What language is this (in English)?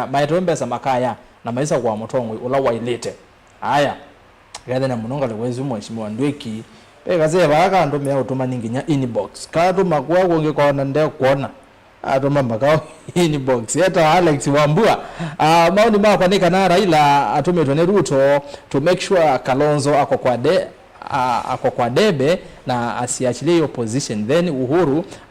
Kamba